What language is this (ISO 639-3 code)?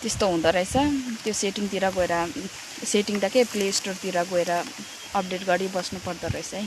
nep